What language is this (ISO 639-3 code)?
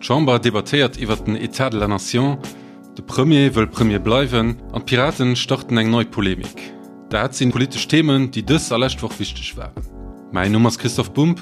ltz